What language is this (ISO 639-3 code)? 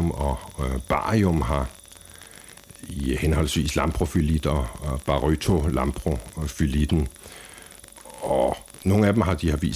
dan